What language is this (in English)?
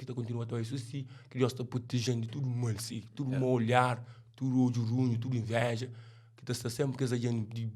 Kabuverdianu